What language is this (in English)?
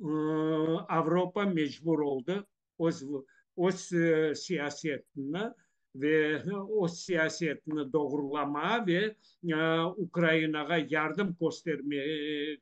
Crimean Tatar